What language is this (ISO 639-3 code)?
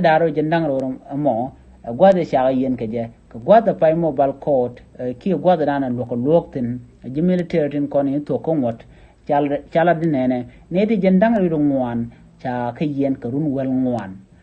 nus